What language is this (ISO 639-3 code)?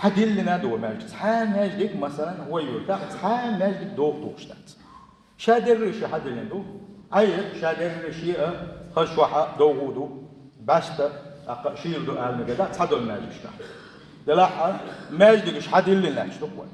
che